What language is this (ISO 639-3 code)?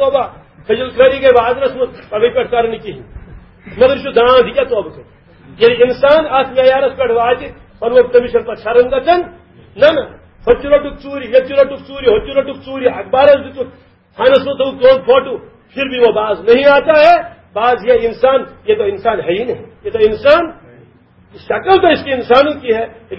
kas